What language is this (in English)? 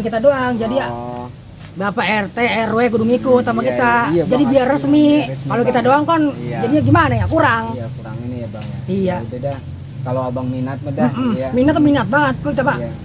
Betawi